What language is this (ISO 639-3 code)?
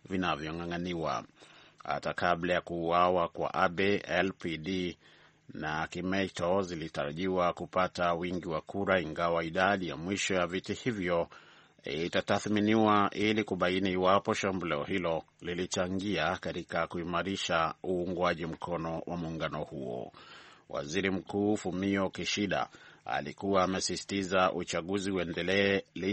swa